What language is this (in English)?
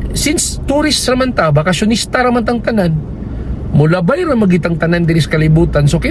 Cebuano